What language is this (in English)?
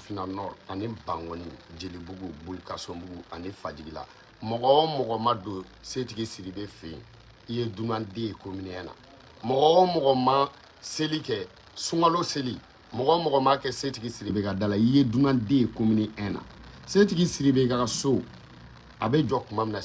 Bambara